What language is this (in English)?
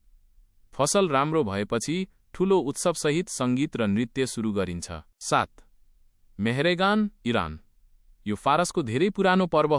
Nepali